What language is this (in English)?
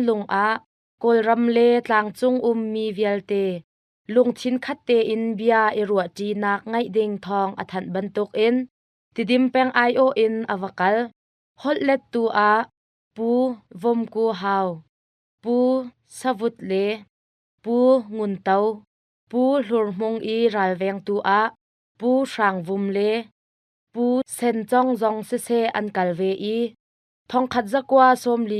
Hakha Chin